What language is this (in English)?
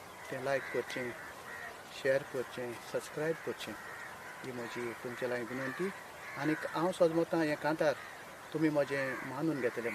Konkani